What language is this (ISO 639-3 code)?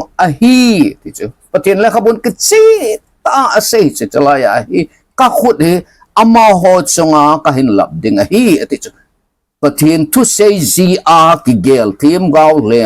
tcz